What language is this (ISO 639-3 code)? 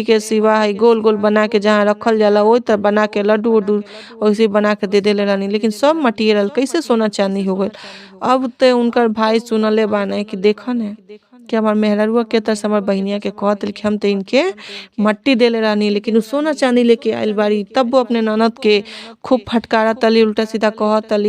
bho